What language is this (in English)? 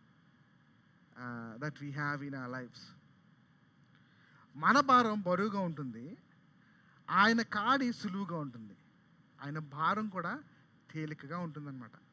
Telugu